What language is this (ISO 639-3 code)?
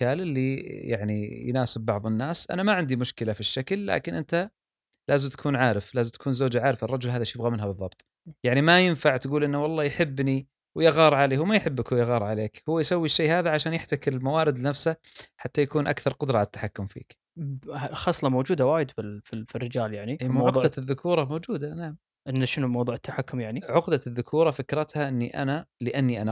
afb